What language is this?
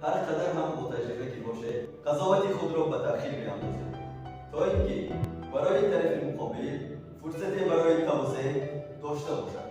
Tajik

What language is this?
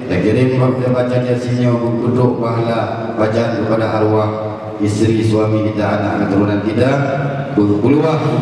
Achinese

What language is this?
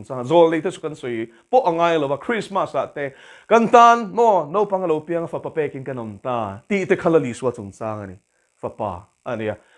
Mizo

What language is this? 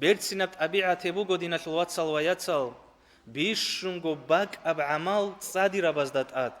Avaric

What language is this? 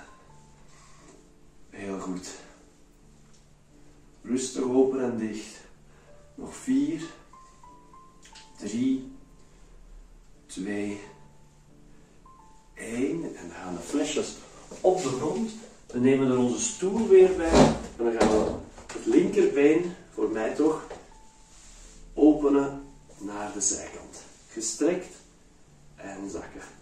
Dutch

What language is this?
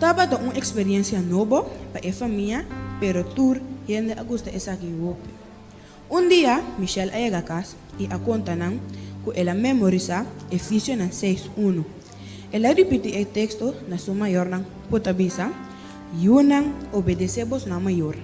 Papiamento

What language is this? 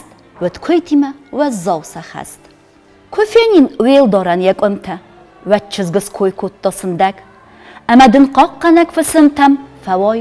Ossetic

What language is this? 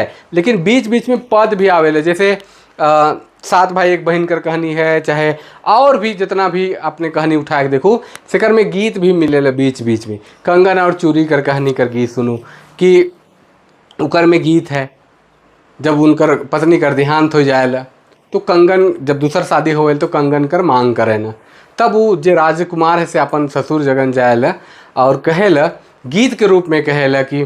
Sadri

